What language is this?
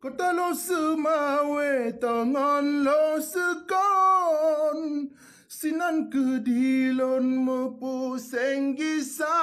Achinese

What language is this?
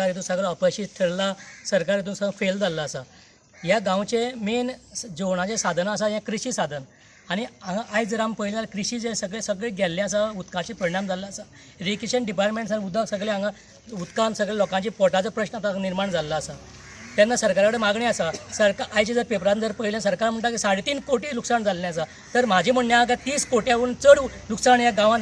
Konkani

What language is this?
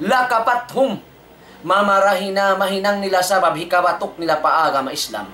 Tausug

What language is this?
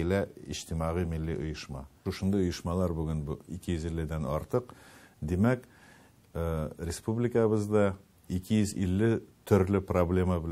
Tatar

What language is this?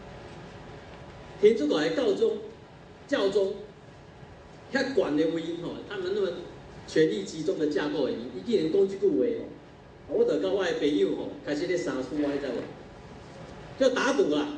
Min Nan Chinese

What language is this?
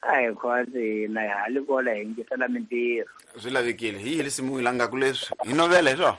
Tsonga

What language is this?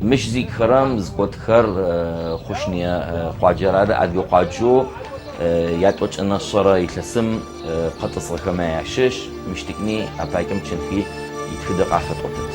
Adyghe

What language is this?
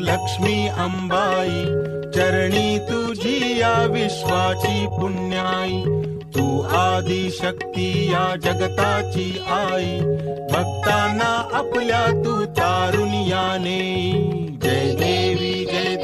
Marathi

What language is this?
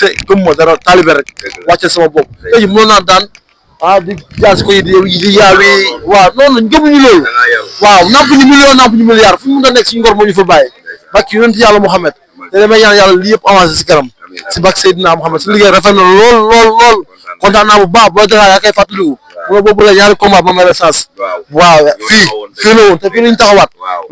Wolof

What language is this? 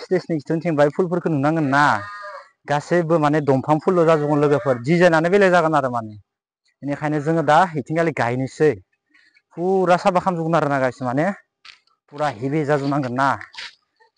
Bodo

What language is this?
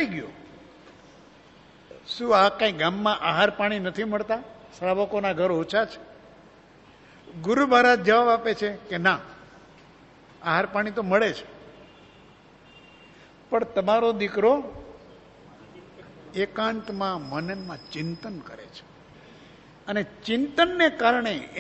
Gujarati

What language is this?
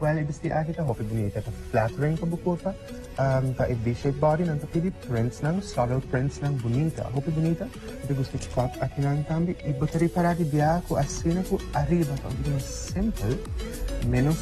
Papiamento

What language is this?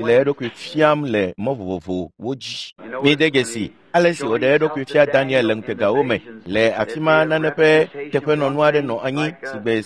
Ewe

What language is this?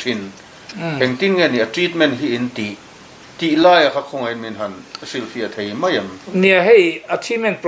Mizo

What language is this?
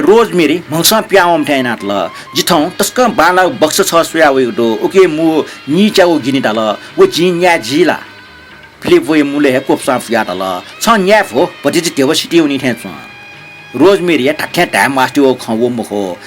Newari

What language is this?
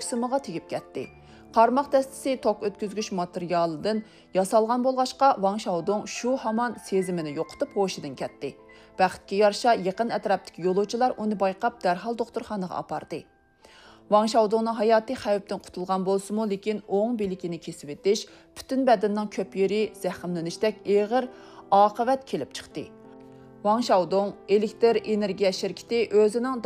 Uyghur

